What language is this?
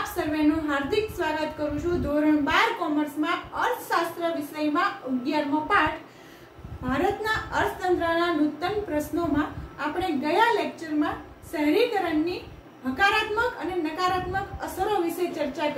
Gujarati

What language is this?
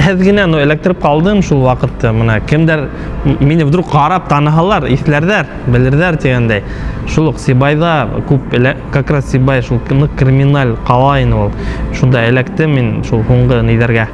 Bashkir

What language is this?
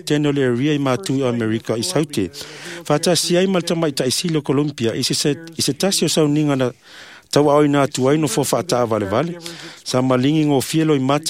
Samoan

